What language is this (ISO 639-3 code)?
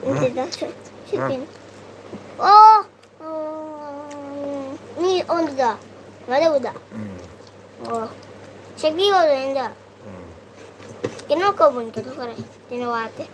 mni